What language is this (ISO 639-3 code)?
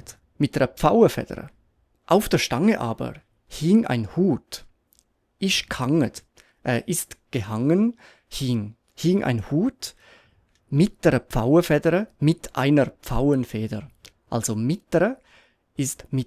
gsw